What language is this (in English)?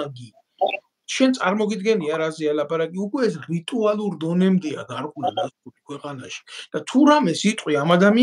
Georgian